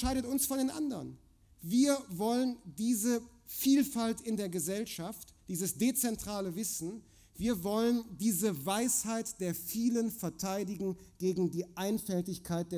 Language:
German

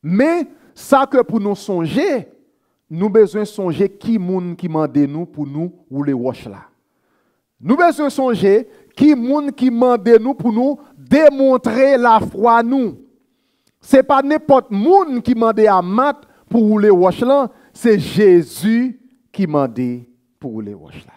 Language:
Haitian Creole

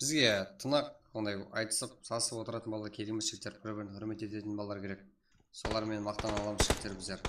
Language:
Kara-Kalpak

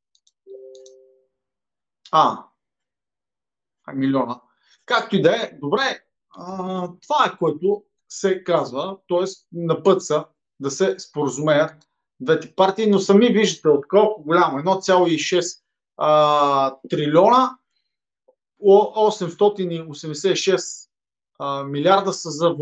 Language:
Bulgarian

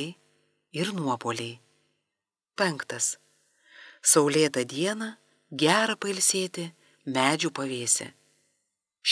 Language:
Lithuanian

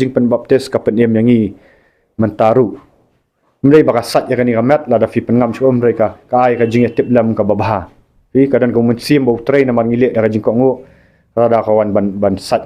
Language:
Khasi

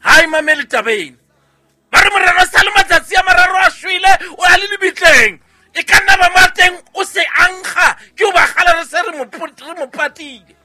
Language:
Southern Sotho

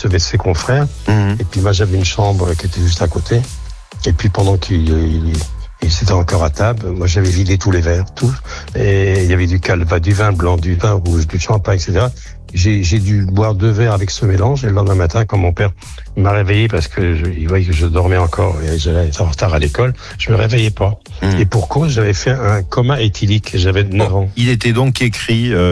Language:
French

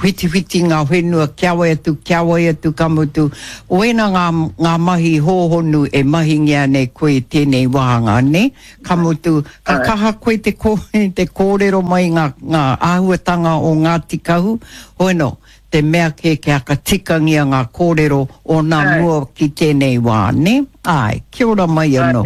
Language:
Māori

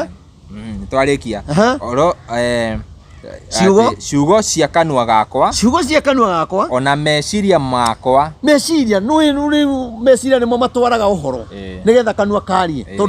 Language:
Kikuyu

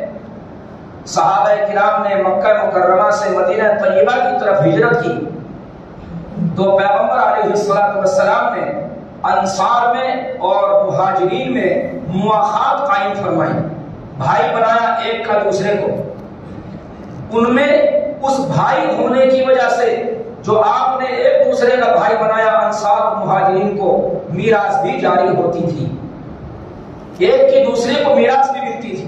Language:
Urdu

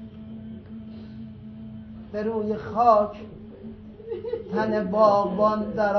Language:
Persian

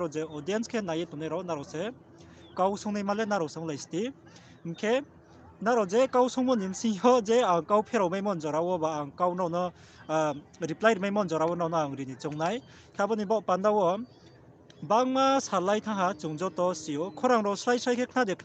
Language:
Riang (India)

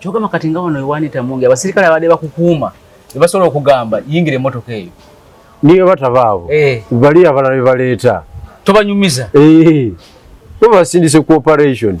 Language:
Ganda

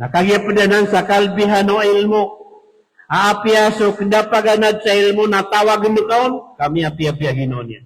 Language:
Maranao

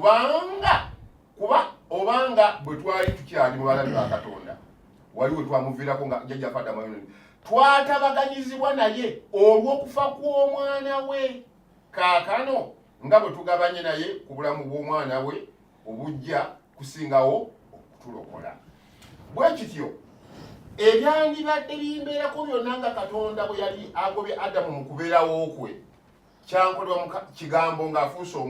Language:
Ganda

